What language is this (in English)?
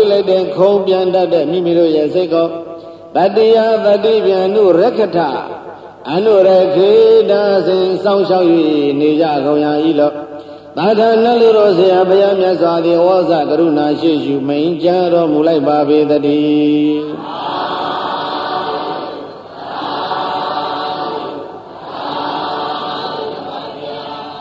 Burmese